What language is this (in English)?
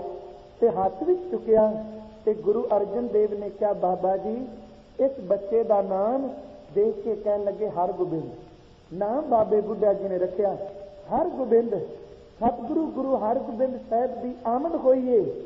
Punjabi